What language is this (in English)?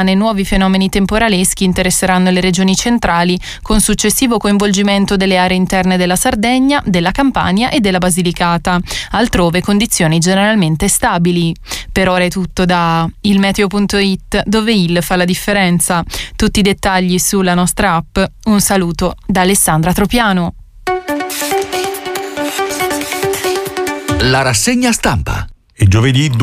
Italian